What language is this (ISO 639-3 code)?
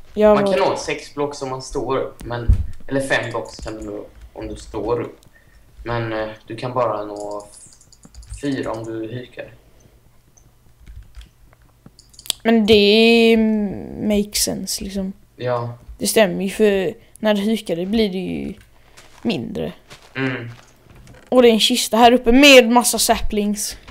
swe